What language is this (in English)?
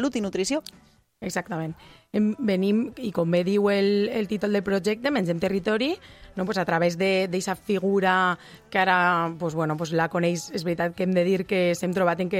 Catalan